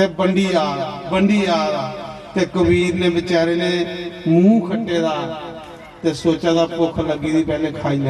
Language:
Dogri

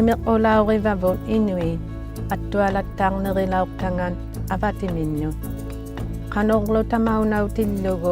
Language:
Inuktitut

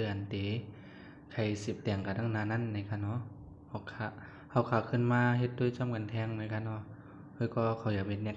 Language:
Shan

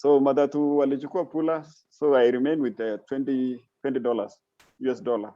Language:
Kalenjin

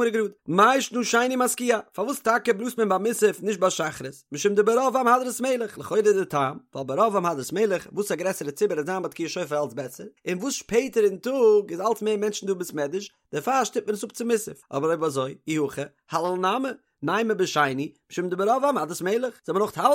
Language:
Yiddish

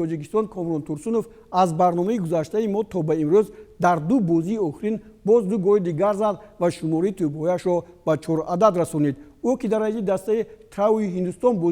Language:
Tajik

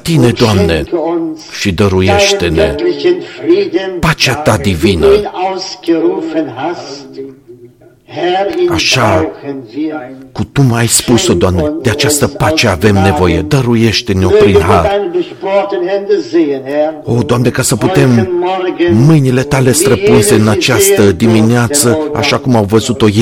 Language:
Romanian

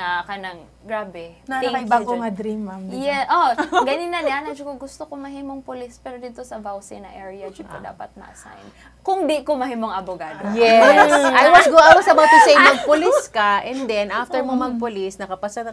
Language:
Cebuano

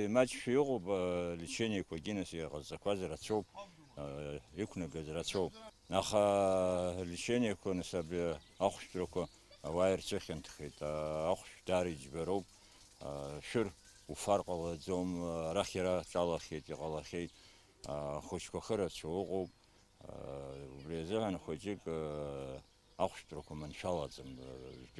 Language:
Abkhazian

